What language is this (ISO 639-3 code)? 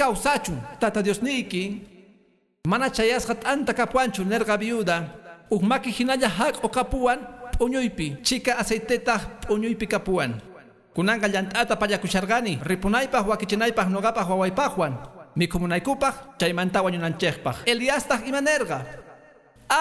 que